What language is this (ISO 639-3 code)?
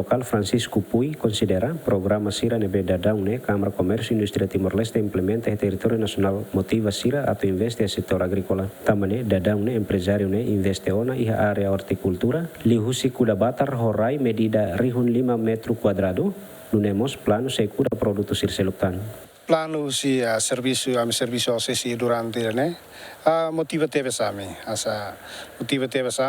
tet